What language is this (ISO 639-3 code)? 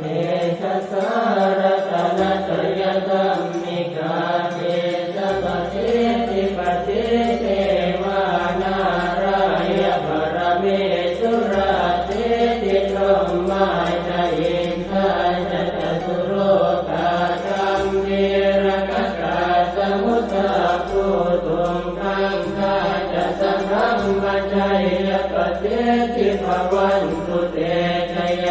pli